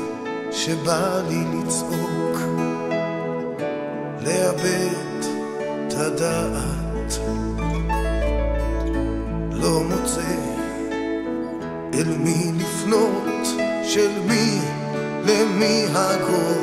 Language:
Hebrew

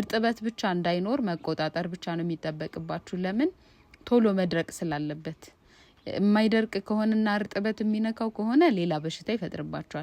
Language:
Amharic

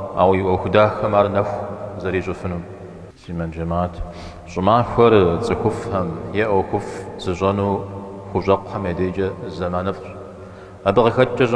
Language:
Kabardian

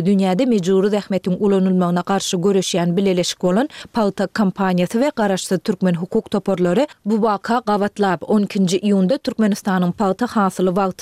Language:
Turkmen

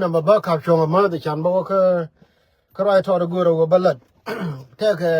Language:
Nuer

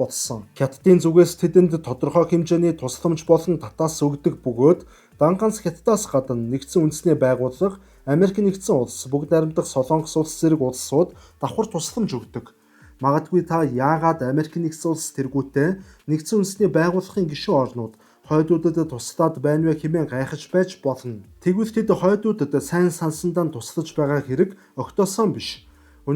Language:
Mongolian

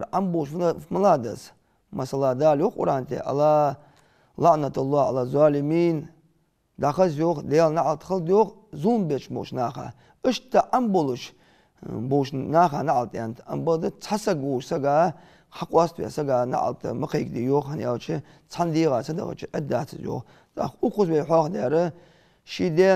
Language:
Ingush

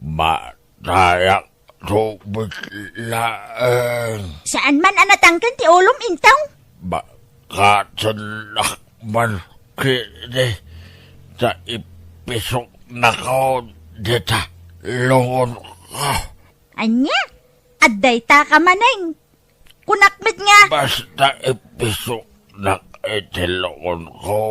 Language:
Iloko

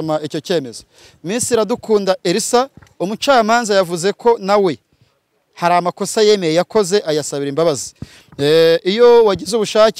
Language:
Kinyarwanda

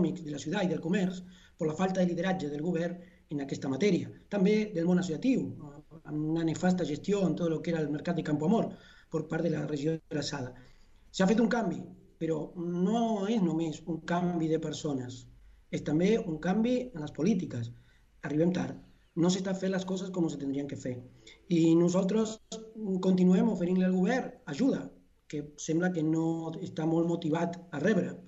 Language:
Catalan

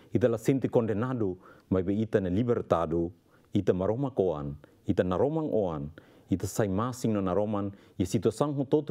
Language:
Tetum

